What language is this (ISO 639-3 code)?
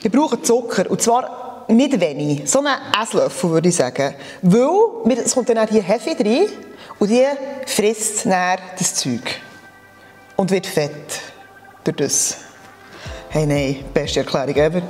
gsw